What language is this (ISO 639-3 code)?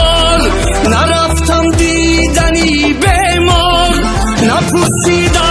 tgk